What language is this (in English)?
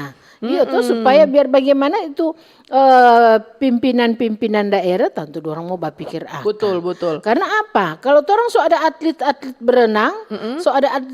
Manado Malay